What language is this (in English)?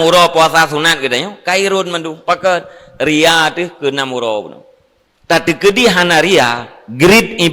Achinese